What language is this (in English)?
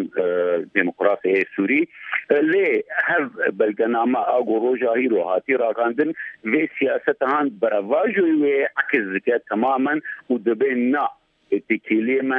Kurdish